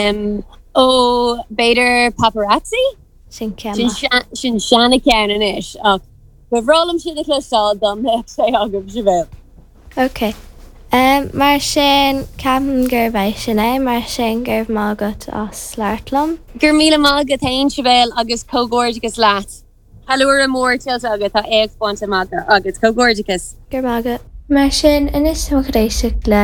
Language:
Irish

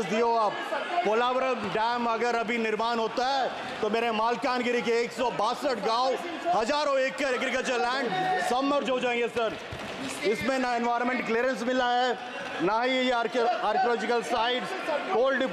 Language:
Hindi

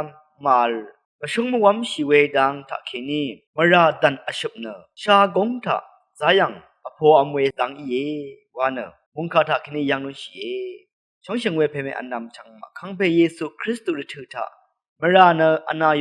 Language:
Rawang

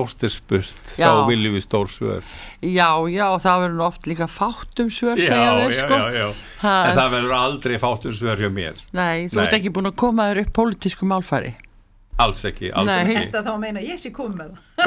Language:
Icelandic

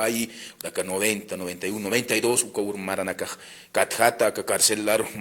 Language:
Aymara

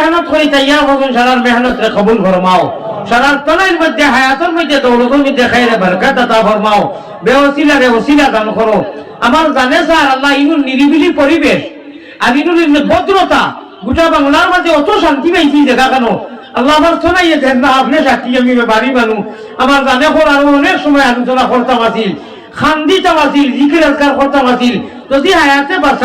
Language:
Sylheti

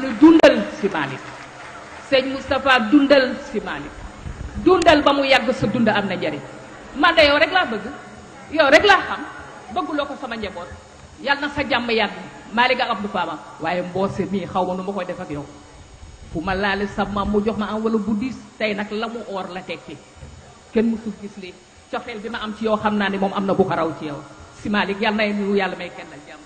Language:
Wolof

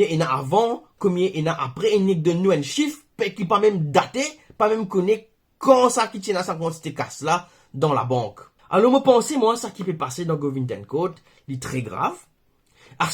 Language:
Morisyen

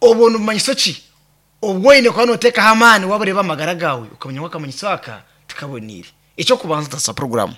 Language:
Nyankole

